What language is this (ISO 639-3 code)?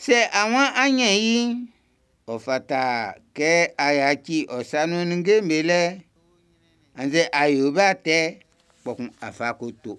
bci